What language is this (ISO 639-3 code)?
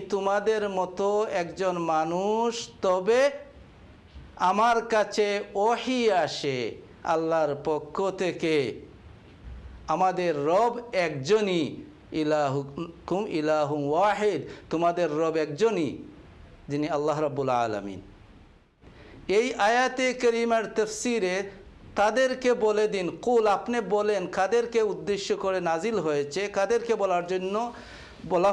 ben